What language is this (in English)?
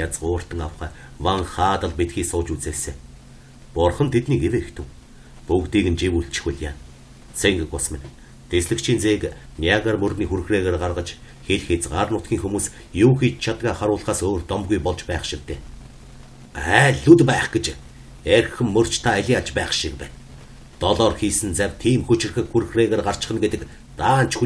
Mongolian